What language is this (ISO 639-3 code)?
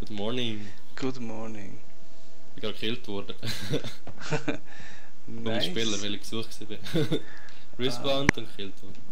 gsw